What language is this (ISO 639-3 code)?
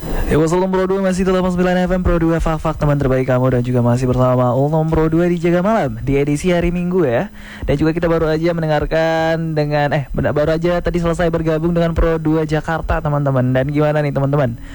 ind